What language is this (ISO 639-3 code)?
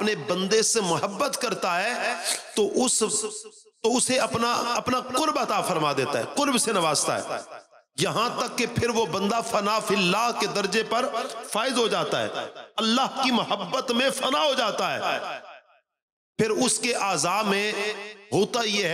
urd